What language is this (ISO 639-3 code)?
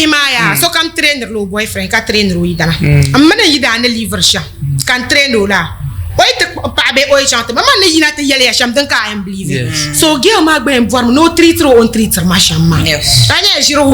dag